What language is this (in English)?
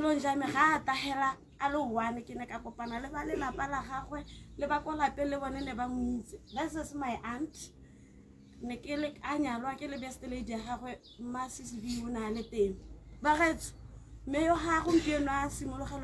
Tswana